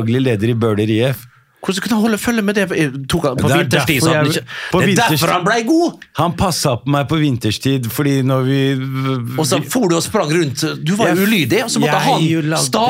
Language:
Norwegian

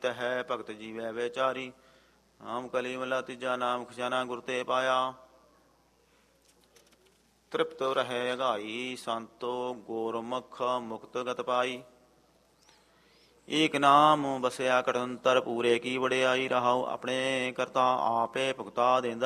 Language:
Punjabi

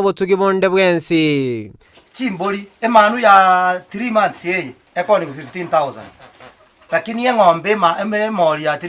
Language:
Gusii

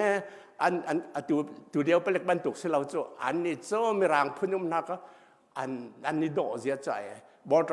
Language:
Hakha Chin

